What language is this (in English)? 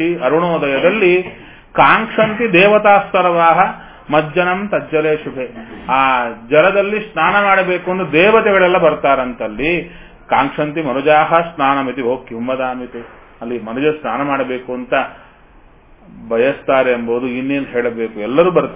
Kannada